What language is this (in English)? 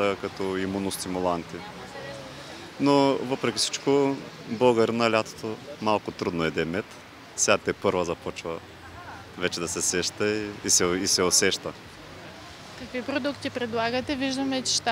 Bulgarian